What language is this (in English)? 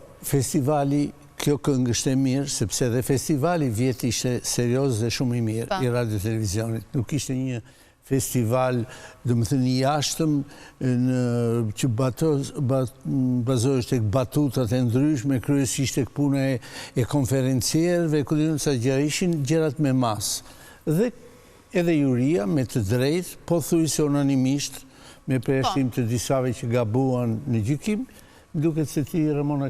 Albanian